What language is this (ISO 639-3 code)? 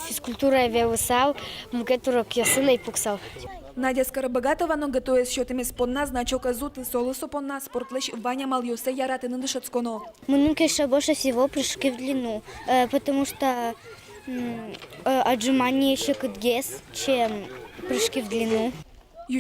udm